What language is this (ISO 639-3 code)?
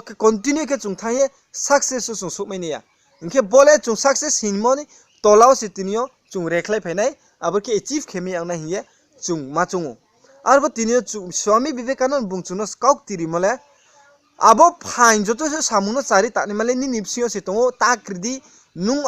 ria